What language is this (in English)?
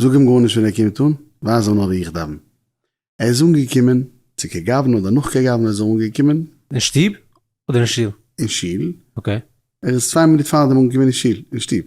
Yiddish